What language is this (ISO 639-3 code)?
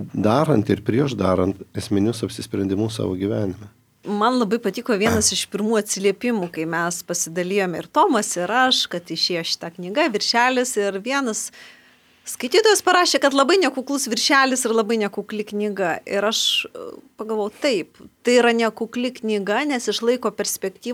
lit